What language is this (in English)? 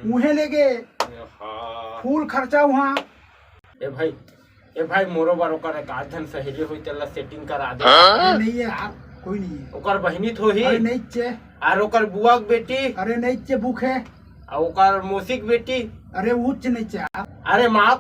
Chhattisgarhi